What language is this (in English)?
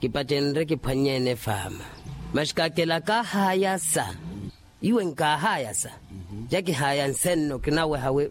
Makhuwa